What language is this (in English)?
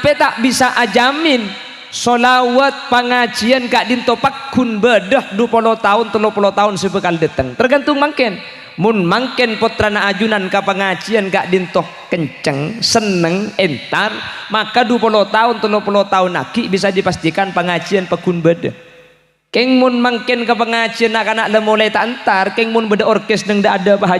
Madurese